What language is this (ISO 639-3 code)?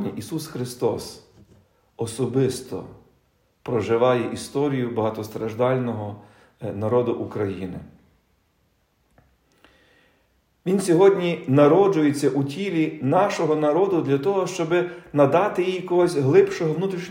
ukr